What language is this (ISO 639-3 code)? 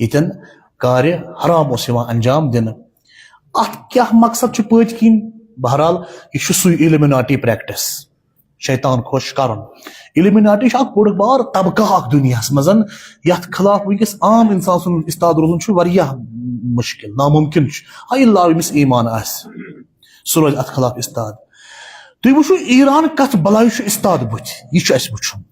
kas